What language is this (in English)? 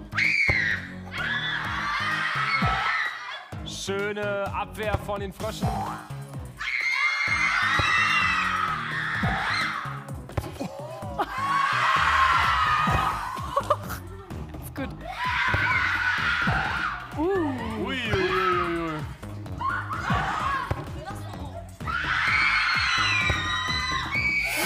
German